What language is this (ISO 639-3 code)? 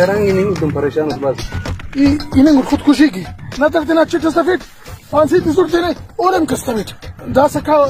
brh